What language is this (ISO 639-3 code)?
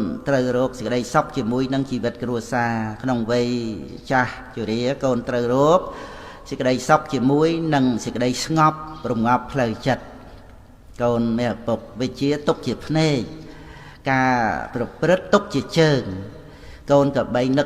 khm